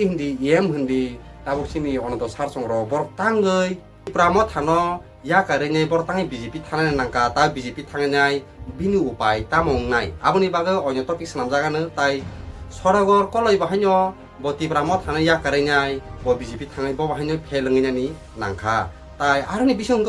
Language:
Kok Borok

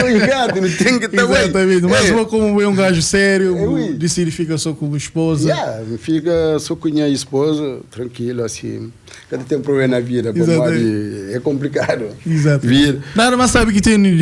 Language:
Kabuverdianu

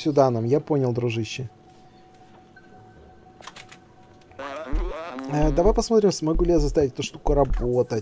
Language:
Russian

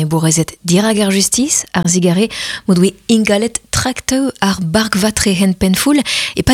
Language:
Breton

